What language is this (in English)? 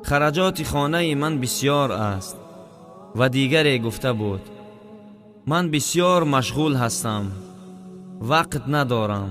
Tajik